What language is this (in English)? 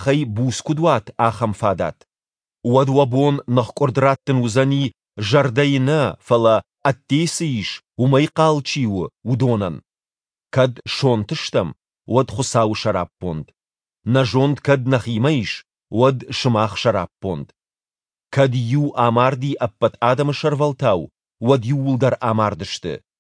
Ossetic